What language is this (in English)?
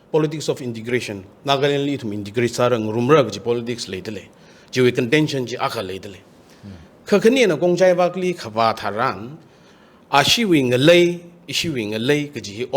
Tangkhul Naga (India)